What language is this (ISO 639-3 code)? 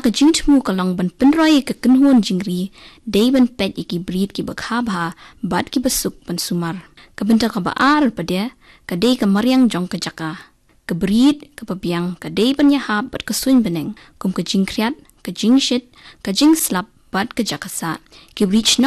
kha